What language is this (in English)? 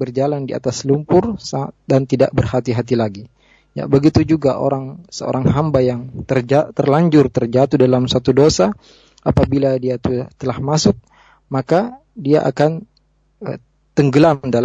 Indonesian